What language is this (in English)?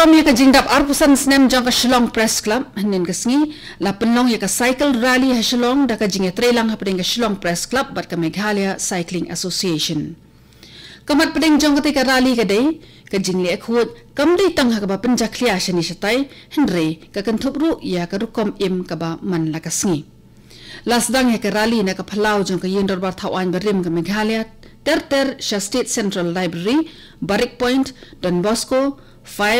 Khasi